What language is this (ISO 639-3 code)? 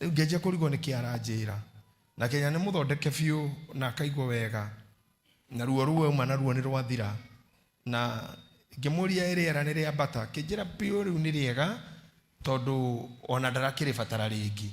kik